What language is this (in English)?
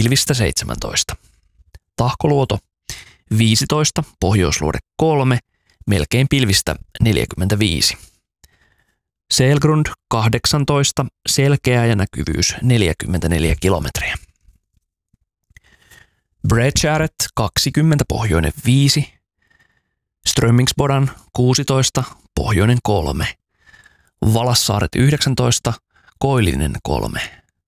Finnish